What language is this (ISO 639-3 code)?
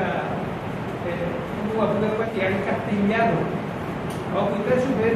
grn